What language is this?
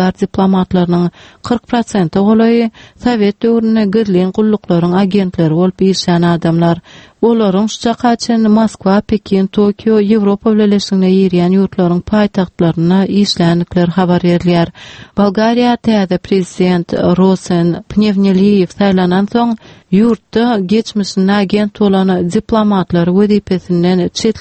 Turkmen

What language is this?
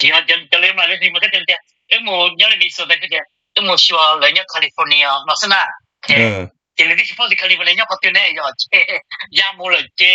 Hmong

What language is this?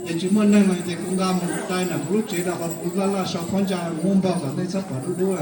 Hmong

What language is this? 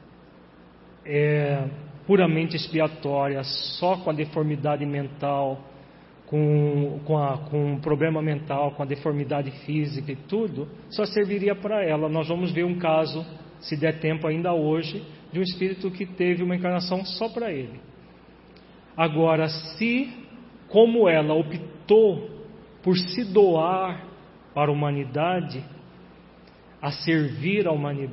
Portuguese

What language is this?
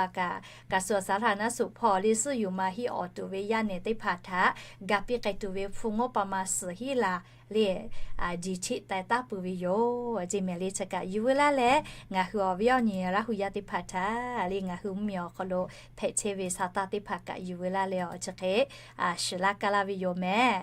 Lahu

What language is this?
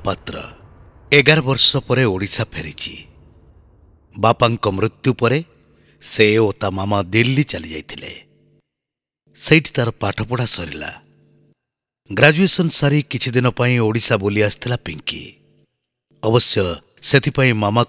Odia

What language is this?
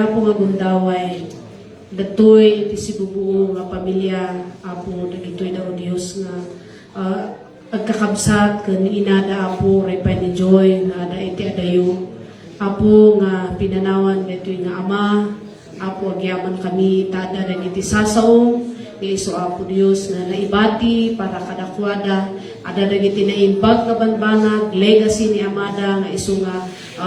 Iloko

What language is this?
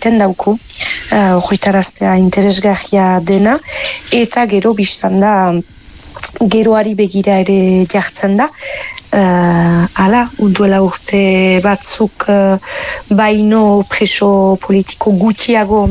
Basque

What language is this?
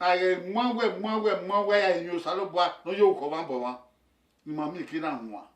Bini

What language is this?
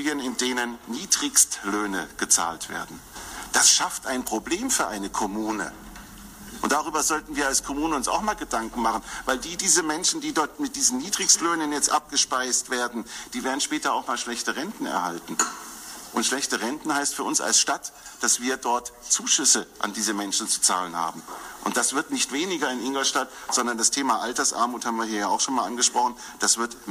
German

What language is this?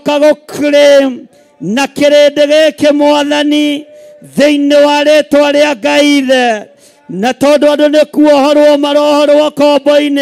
Kikuyu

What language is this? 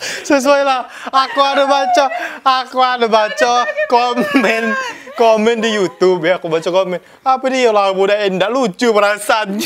Musi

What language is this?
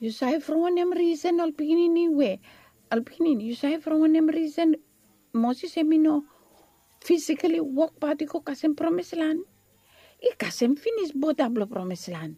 Bislama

